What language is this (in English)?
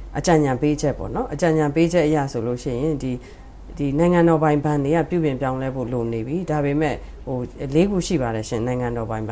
Burmese